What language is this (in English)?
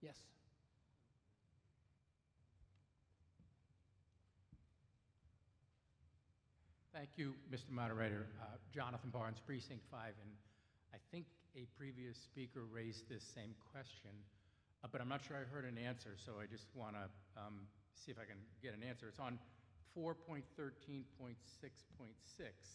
English